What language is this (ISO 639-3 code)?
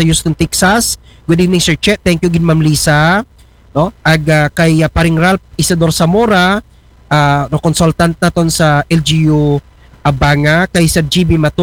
akl